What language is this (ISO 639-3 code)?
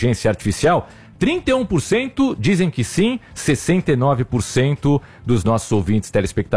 por